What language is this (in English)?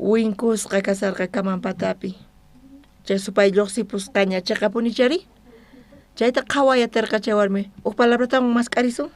South Bolivian Quechua